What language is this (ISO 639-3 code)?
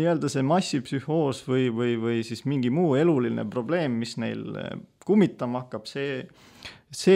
est